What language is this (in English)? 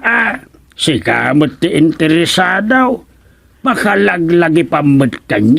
Iloko